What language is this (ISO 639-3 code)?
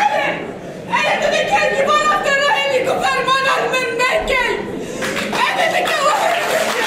kur